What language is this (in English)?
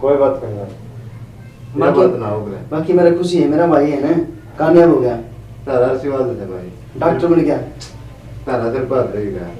Haryanvi